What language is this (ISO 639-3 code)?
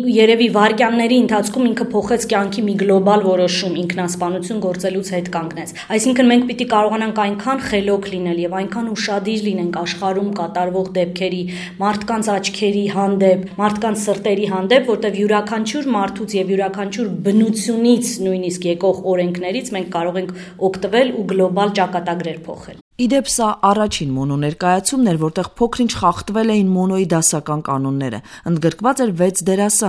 hye